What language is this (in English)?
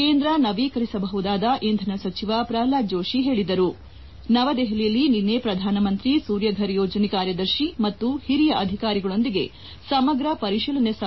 Kannada